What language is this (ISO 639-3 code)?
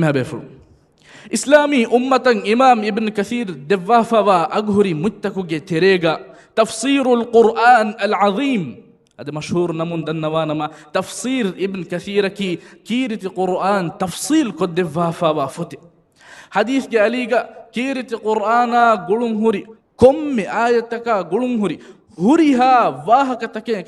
div